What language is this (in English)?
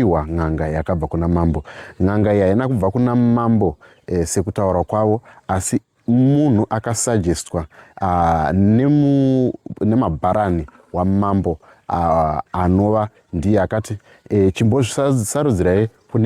Shona